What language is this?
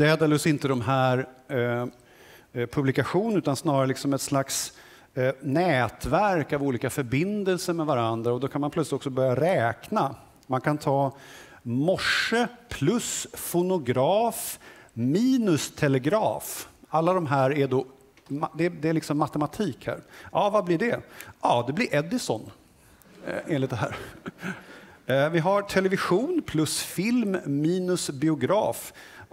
Swedish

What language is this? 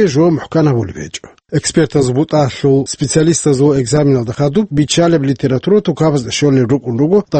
Avaric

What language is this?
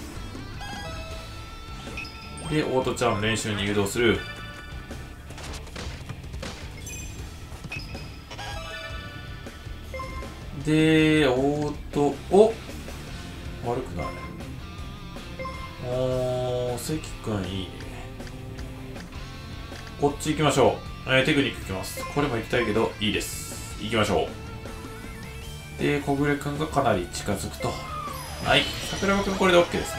Japanese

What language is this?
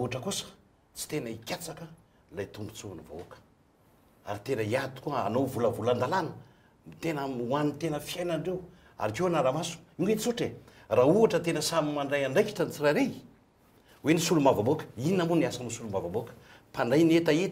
Malagasy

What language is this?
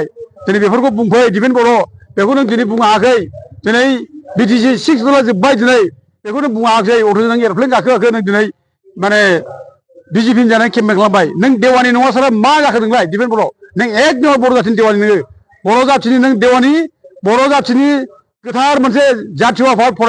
Bodo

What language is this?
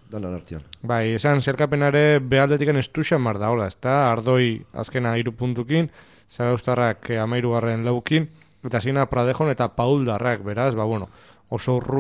Basque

